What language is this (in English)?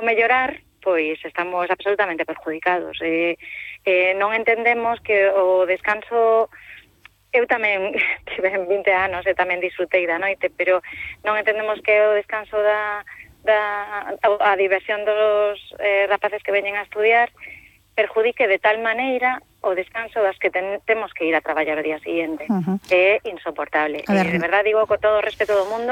Galician